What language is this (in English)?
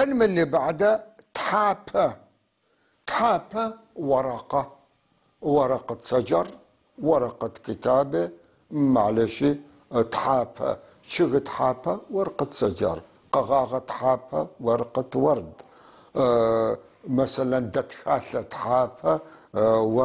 North Levantine Arabic